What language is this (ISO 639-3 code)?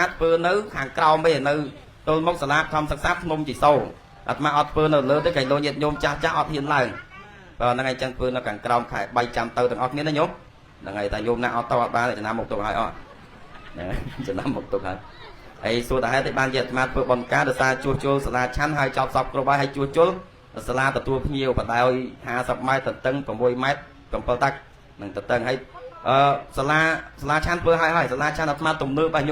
khm